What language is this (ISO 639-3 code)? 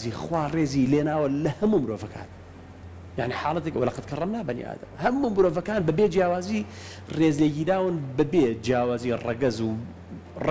ckb